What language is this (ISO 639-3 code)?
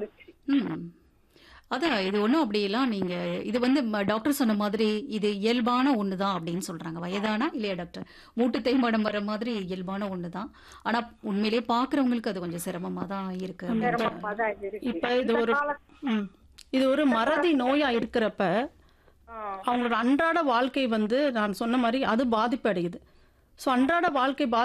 tam